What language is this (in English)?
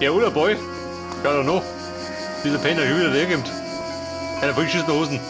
Bavarian